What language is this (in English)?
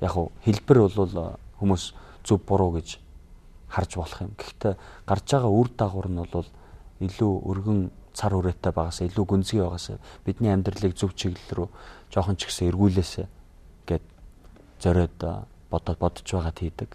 Mongolian